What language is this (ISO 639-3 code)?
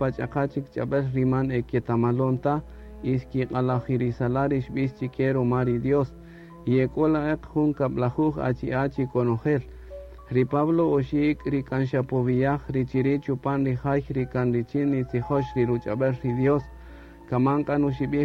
cak